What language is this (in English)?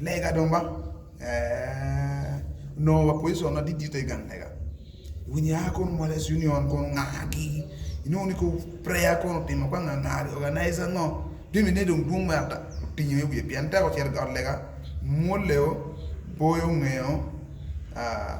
Acoli